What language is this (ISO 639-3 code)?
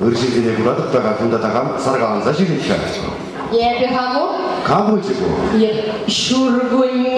chv